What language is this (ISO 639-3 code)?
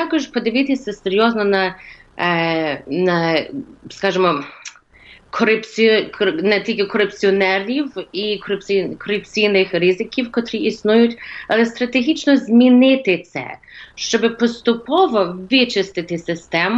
ukr